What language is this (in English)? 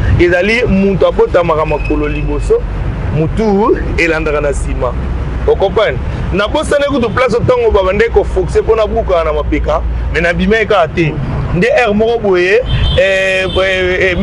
Lingala